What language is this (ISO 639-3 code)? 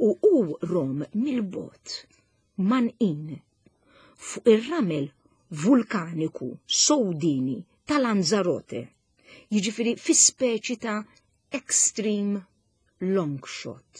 mlt